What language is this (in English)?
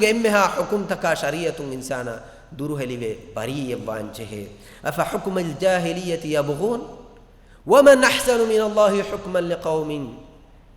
Divehi